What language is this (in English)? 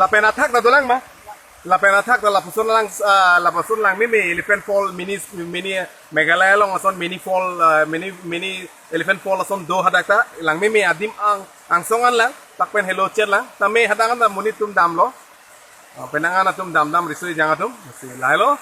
Karbi